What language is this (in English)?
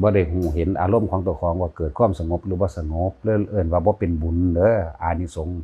Lao